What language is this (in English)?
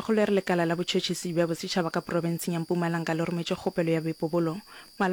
Northern Sotho